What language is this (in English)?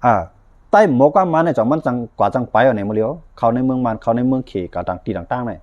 Shan